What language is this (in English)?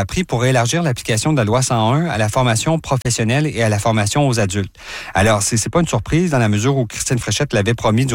French